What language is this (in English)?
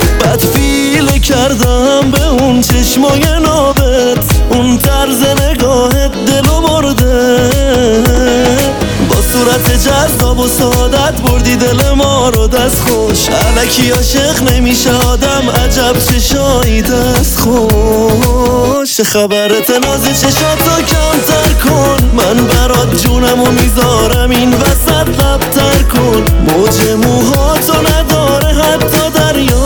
Persian